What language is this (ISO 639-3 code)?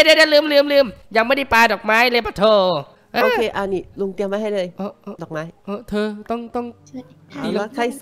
tha